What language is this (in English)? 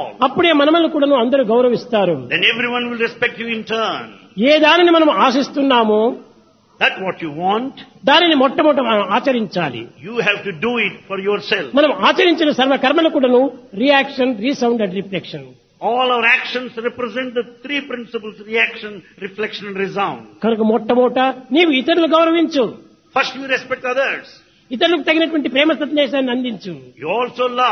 Telugu